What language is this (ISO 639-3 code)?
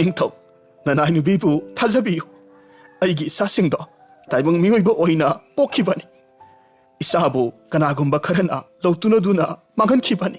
mni